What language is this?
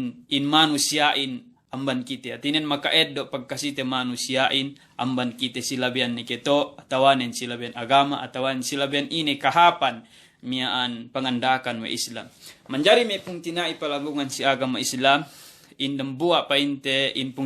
Yakan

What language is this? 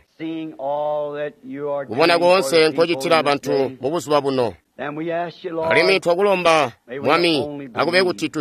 Tonga (Zambia)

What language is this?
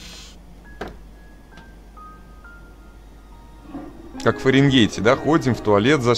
Russian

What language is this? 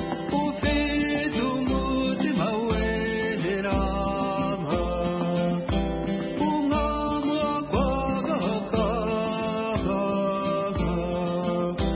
Kinyarwanda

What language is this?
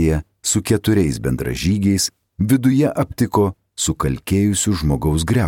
Lithuanian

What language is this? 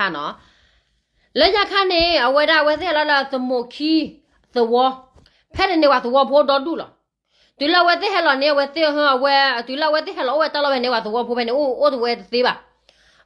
S'gaw Karen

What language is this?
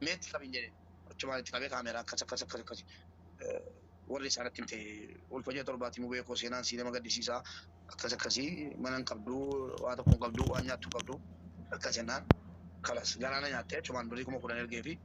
Oromo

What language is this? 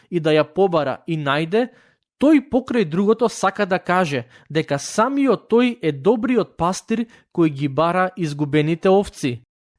Macedonian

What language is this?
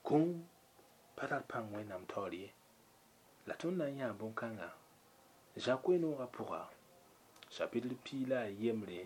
Mossi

